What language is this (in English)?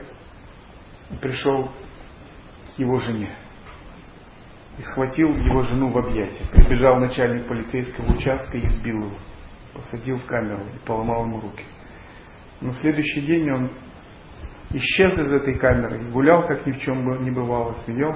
Russian